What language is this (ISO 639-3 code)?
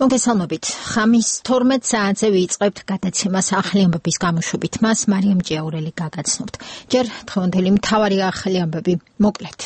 kat